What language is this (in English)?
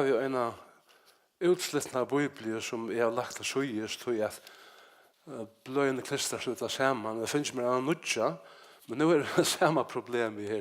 Faroese